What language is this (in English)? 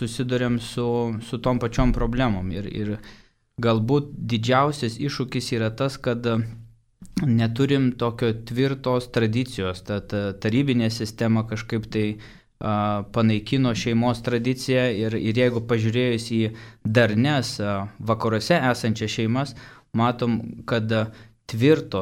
Lithuanian